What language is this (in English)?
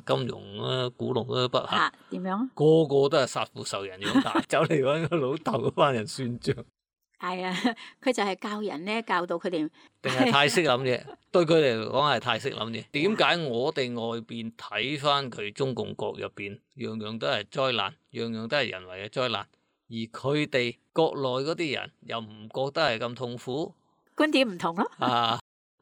Cantonese